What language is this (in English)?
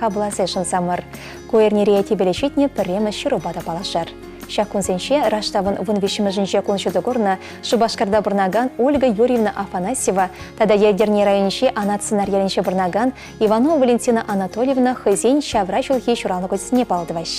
Chuvash